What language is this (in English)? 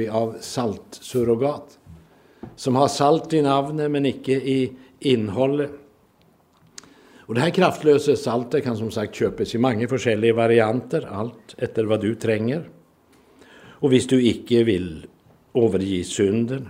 Norwegian